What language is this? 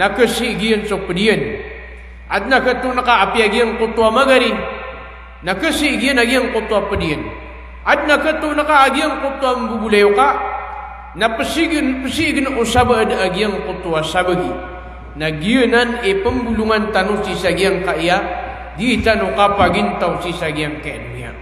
Maranao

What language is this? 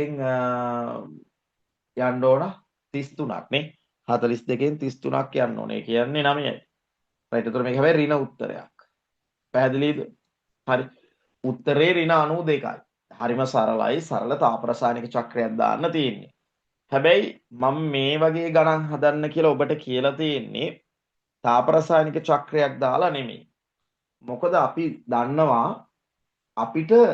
Sinhala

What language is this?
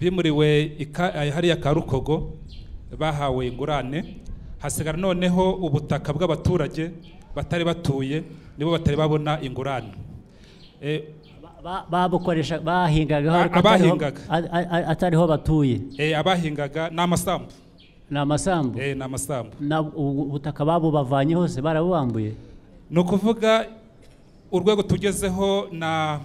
Kinyarwanda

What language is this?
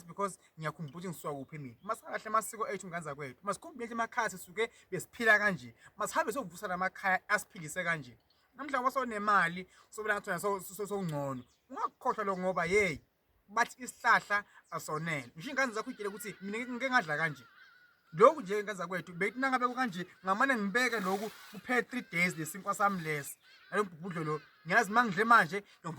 Zulu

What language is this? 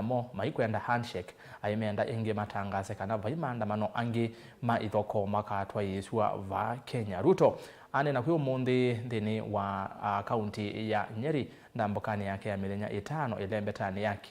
Kamba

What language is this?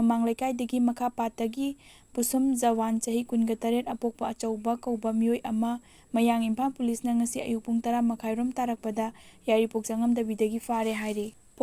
Manipuri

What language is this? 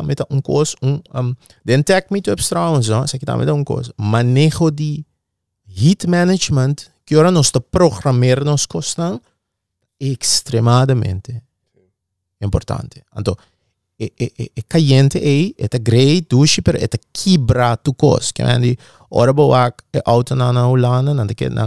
Papiamento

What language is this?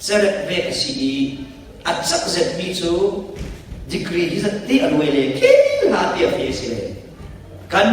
Falam Chin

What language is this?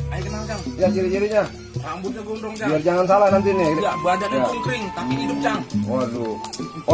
Betawi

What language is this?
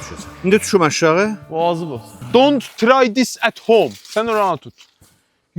South Azerbaijani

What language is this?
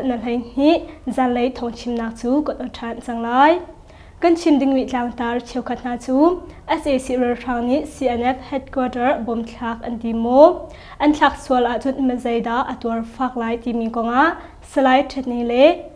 Hakha Chin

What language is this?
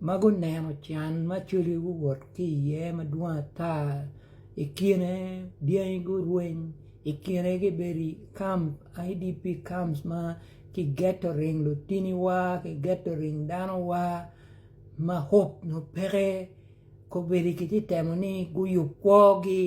Acoli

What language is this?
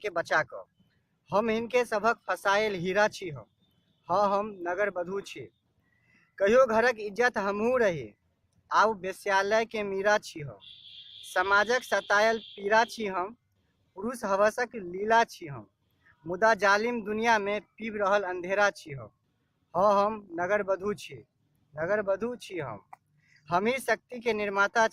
Maithili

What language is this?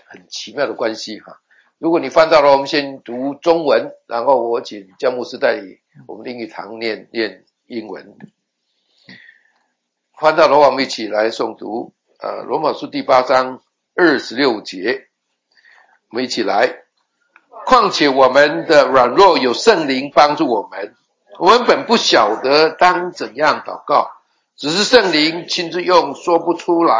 Chinese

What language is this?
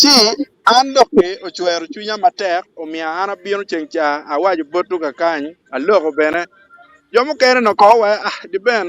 Acoli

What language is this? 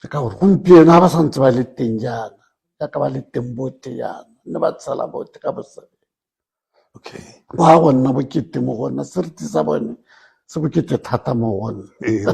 Tswana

